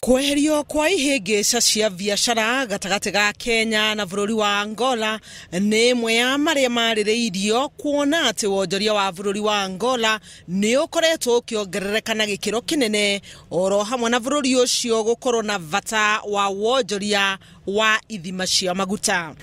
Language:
Kikuyu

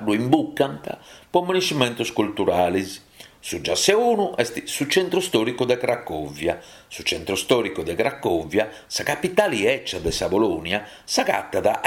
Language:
Sardinian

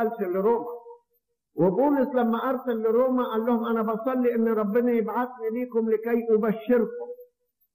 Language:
Egyptian Arabic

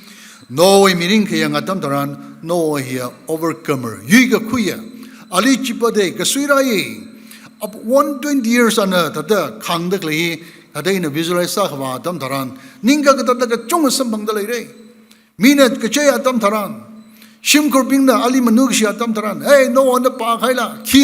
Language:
Tangkhul Naga (India)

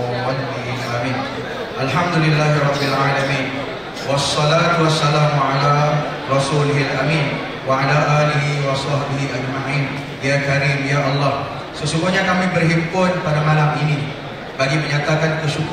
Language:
Malay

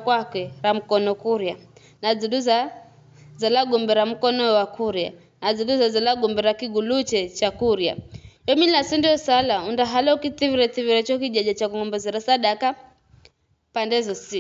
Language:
Giryama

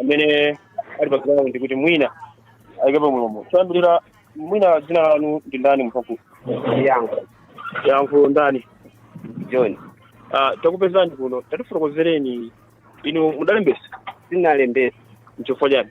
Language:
Nyanja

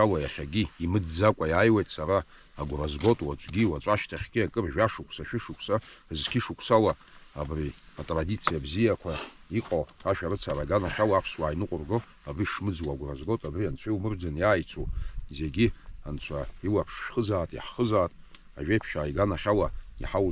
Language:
Abkhazian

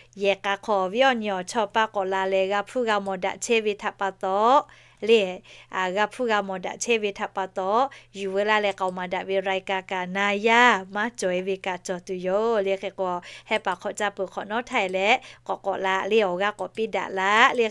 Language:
Lahu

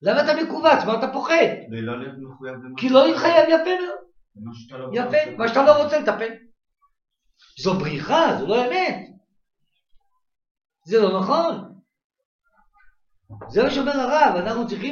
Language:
Hebrew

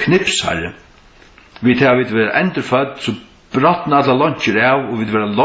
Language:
Faroese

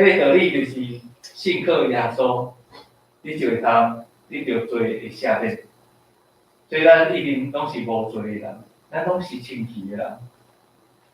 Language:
Min Nan Chinese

